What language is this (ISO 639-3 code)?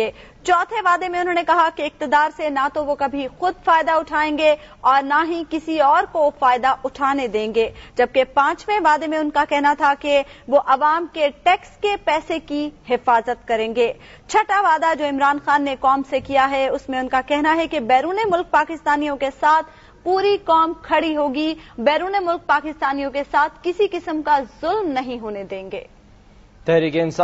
urd